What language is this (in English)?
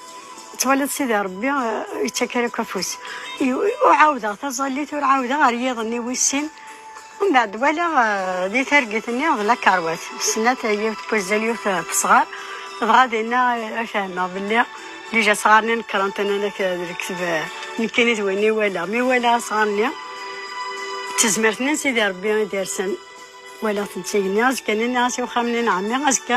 Kabyle